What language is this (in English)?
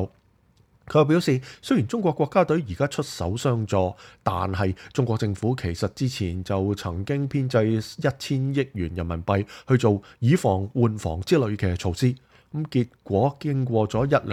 Cantonese